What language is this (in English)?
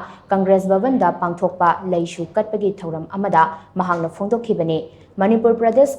Manipuri